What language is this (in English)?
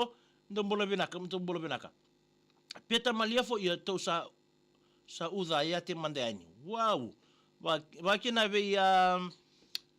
Fijian